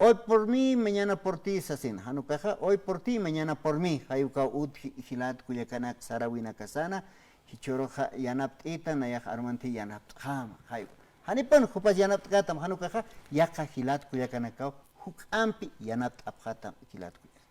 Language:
Aymara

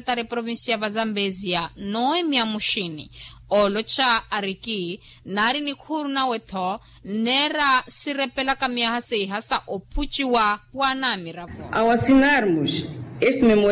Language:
Makhuwa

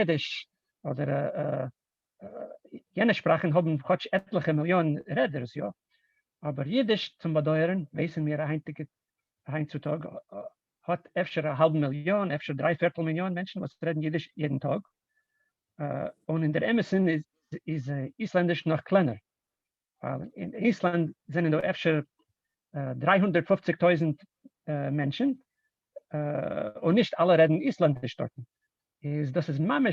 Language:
Yiddish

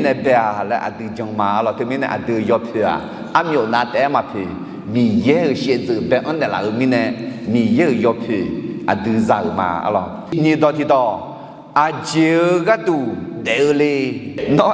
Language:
Akha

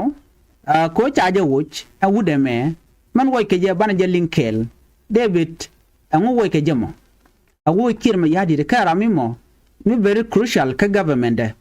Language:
Nuer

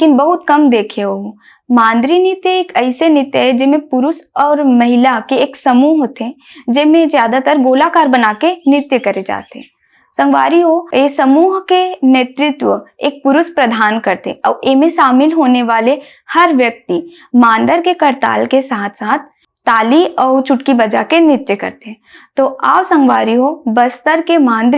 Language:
Chhattisgarhi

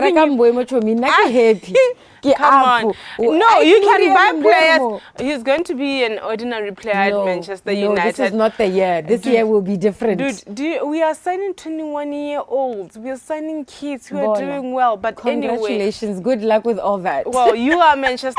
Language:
Tswana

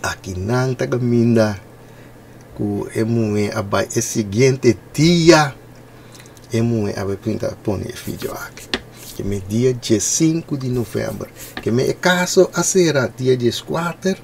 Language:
Papiamento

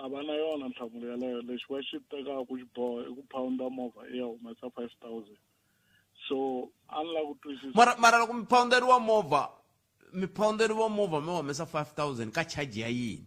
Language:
Tsonga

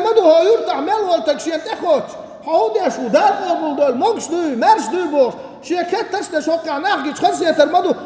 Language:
Chechen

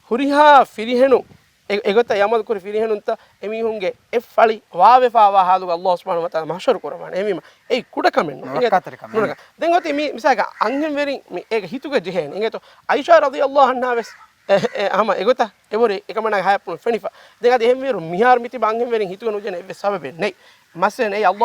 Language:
Divehi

